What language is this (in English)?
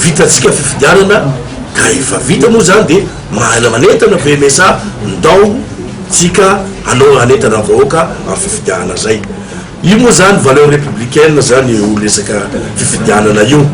Malagasy